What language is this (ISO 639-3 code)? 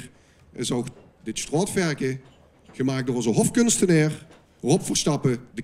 lim